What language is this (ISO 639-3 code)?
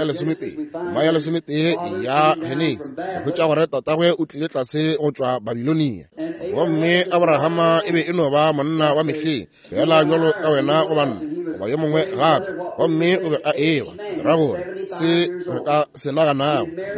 nso